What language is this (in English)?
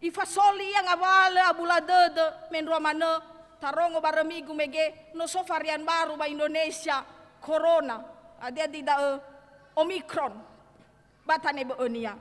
Nias